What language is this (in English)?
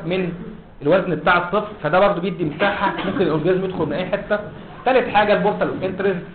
Egyptian Arabic